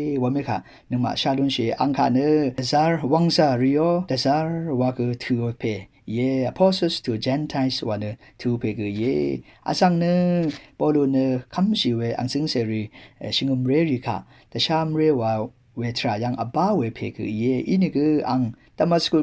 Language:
Rawang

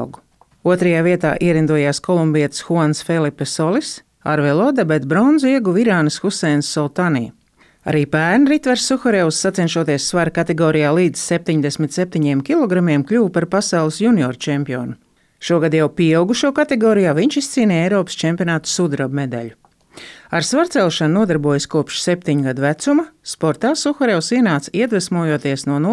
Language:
Latvian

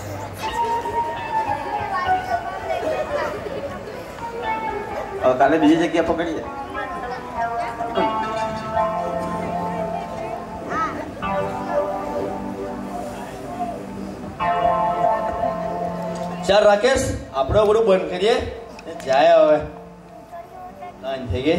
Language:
Gujarati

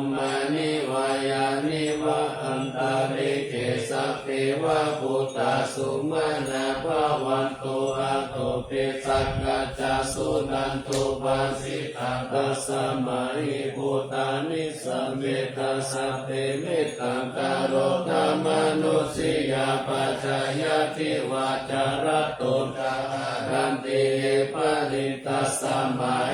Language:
Pali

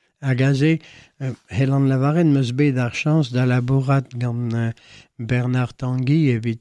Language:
Breton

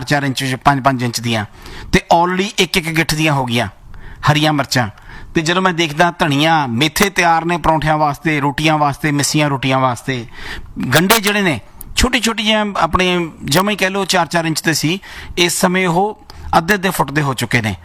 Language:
Punjabi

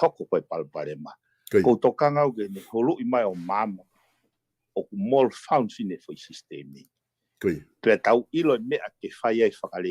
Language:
Tongan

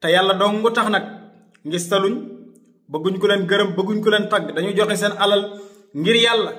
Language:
Wolof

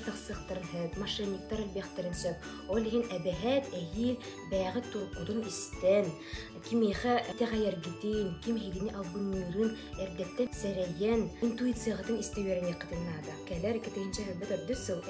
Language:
Yakut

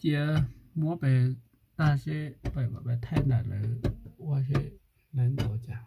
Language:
Hmong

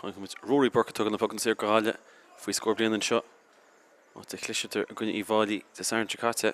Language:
Irish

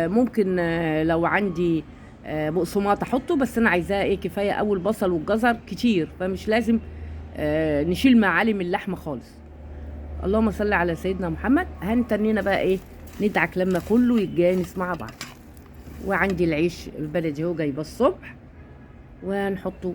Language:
Egyptian Arabic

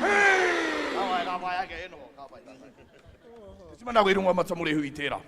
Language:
Māori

